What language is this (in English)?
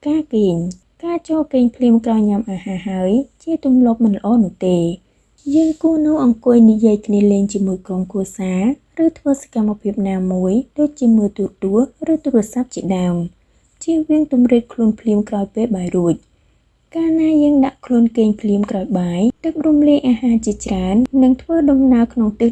Khmer